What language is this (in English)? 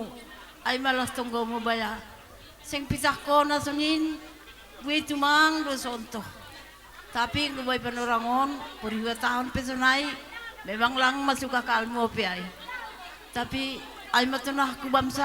Batak Simalungun